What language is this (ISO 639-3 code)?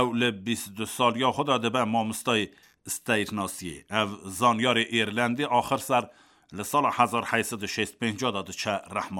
kur